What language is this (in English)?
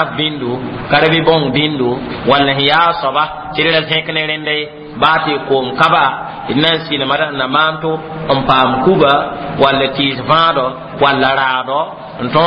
Mossi